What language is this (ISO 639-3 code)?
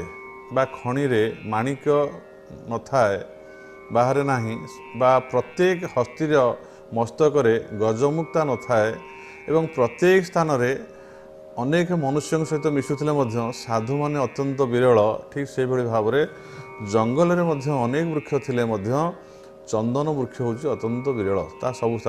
ori